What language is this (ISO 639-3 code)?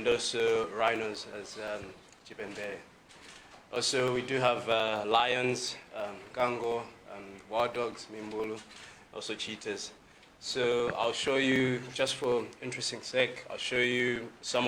nya